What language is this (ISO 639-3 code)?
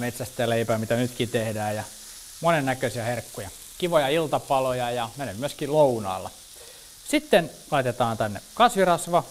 fin